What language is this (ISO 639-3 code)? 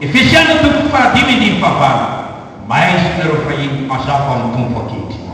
mlg